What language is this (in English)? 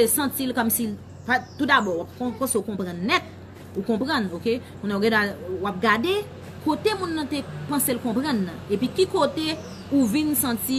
Haitian Creole